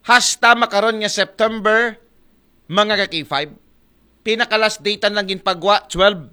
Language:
Aklanon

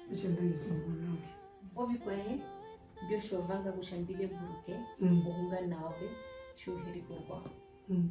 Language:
Herero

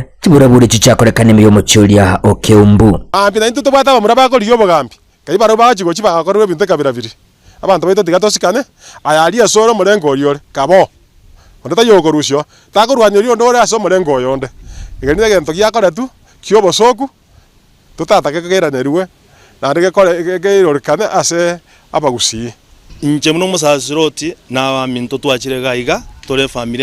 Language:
Gusii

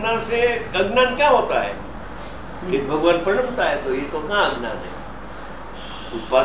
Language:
Gujarati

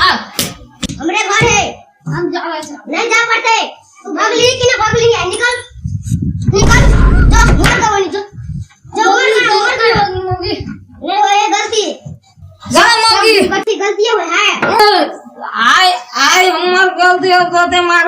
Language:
Maithili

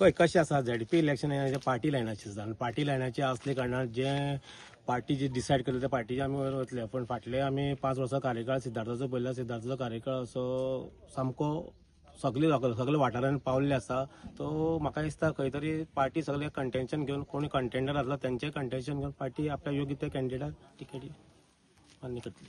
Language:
Konkani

